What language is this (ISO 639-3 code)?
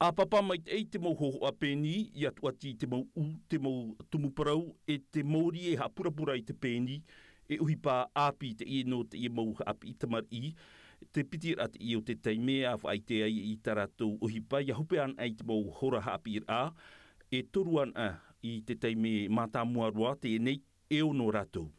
tah